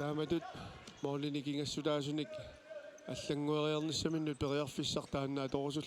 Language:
Kalaallisut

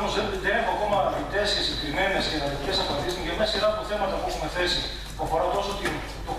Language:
Greek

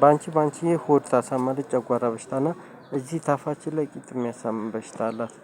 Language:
Amharic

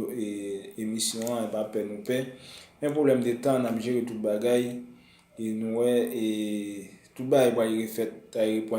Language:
Haitian Creole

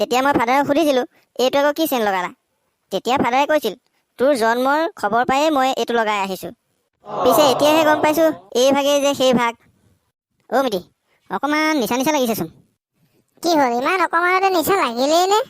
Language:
Assamese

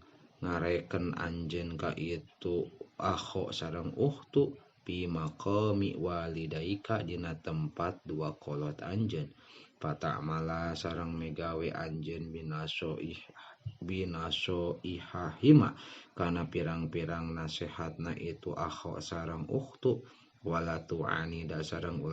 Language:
Sundanese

